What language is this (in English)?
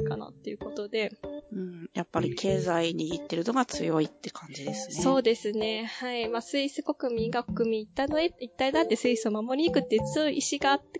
Japanese